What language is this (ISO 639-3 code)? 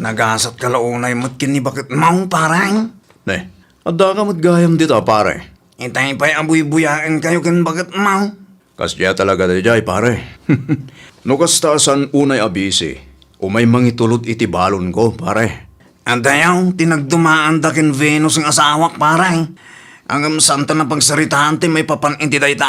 ilo